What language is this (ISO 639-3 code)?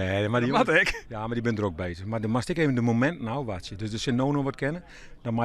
fry